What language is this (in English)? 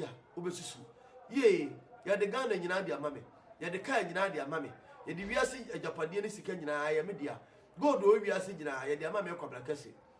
Akan